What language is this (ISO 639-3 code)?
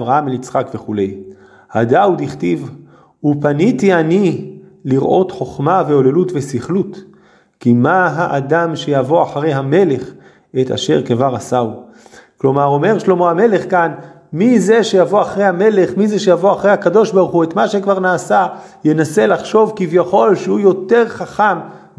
heb